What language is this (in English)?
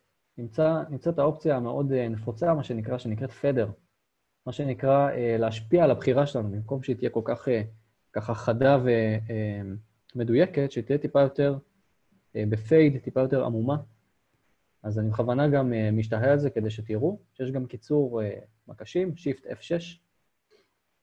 Hebrew